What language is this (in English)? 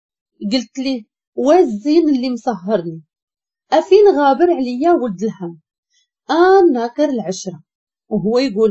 Moroccan Arabic